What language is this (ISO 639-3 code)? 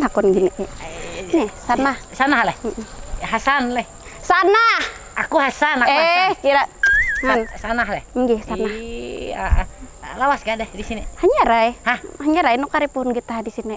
bjn